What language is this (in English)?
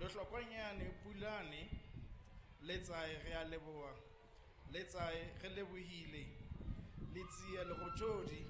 Southern Sotho